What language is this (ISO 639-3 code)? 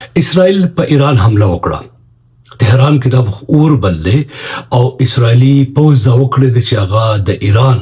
pus